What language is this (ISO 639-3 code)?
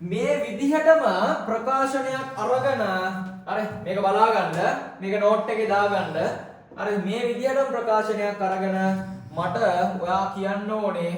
sin